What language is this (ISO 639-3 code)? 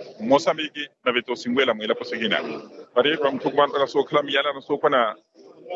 vmw